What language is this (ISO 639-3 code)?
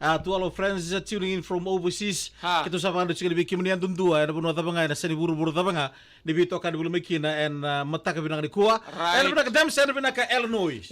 fij